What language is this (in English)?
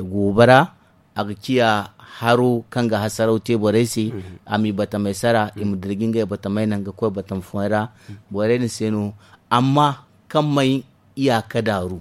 Zarma